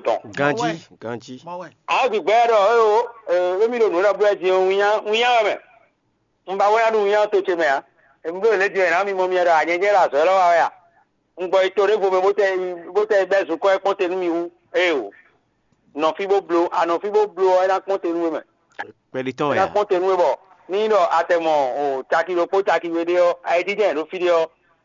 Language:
Fon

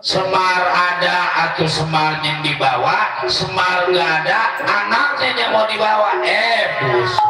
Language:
Betawi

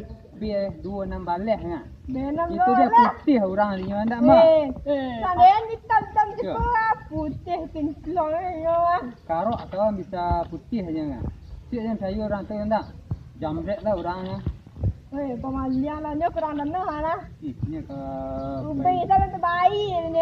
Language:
Minangkabau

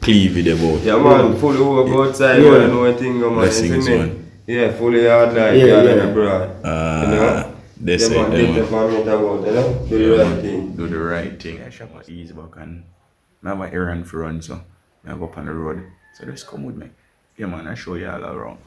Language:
Jamaican Creole English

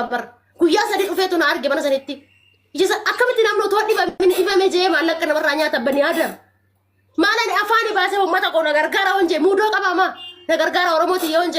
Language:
Oromo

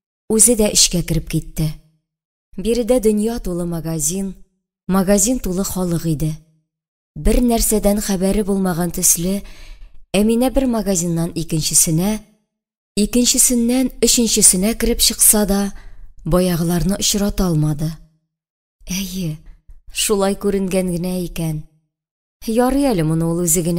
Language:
Tatar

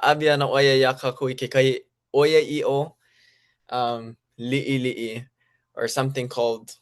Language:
Hawaiian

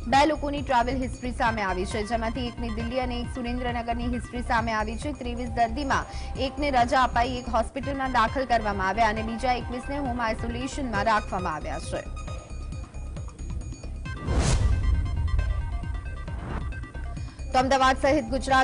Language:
Gujarati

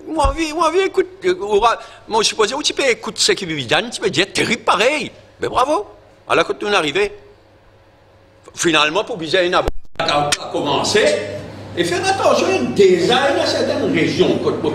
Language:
French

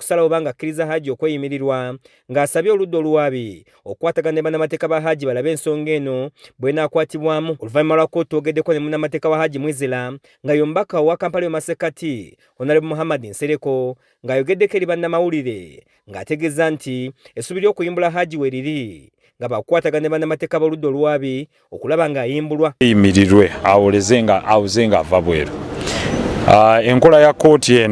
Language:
Ganda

